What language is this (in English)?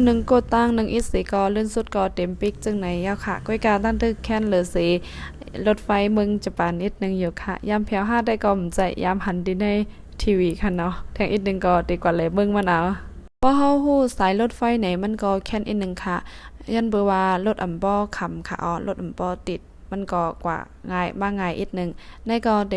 Shan